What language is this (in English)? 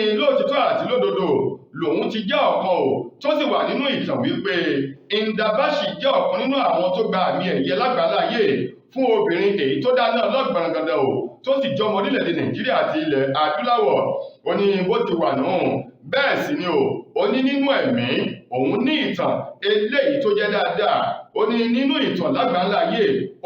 Yoruba